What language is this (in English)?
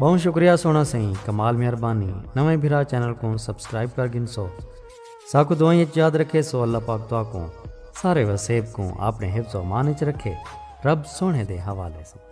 Saraiki